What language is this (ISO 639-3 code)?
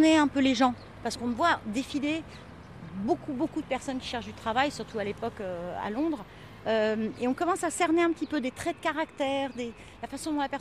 fra